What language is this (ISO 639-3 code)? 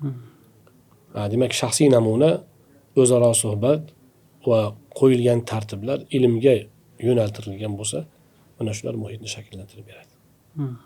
uzb